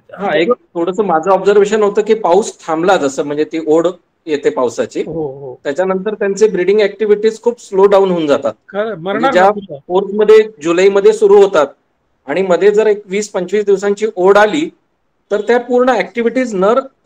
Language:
Marathi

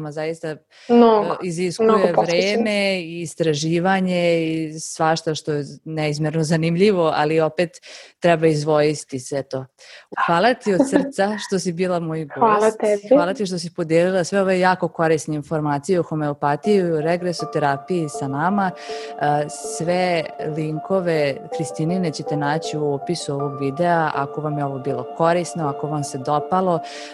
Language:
Serbian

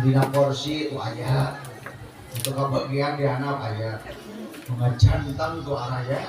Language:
Sundanese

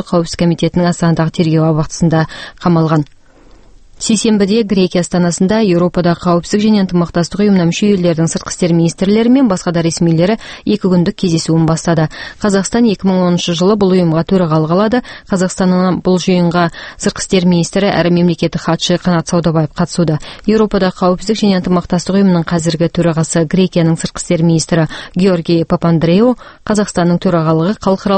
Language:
Kazakh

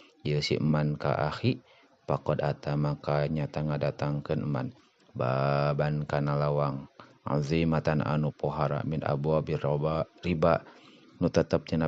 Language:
Sundanese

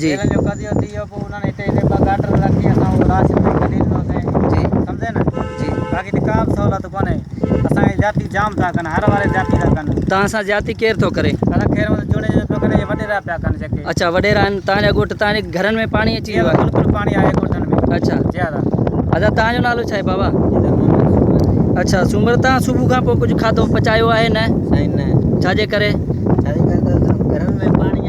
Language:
Sindhi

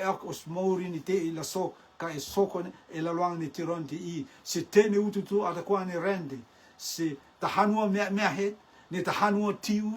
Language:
Rotuman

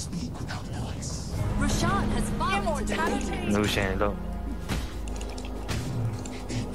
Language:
Burmese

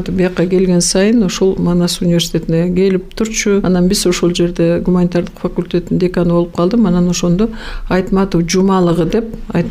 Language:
Kyrgyz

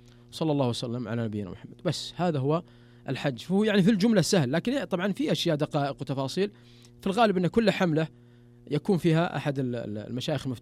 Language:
Najdi Arabic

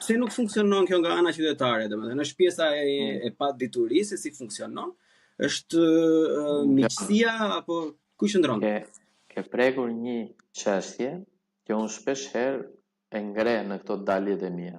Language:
Albanian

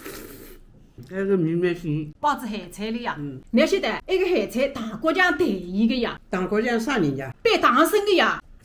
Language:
Wu Chinese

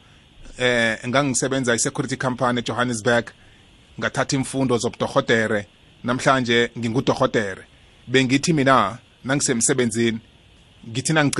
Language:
South Ndebele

